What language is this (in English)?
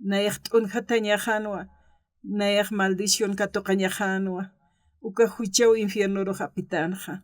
Aymara